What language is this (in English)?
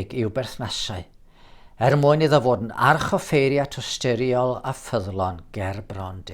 Welsh